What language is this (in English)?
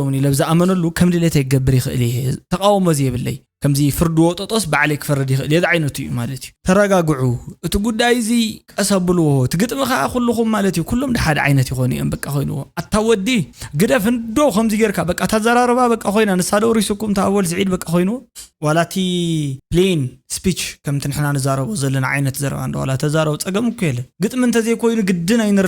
Tigrinya